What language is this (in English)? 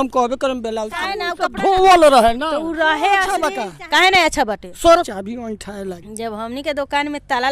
Bhojpuri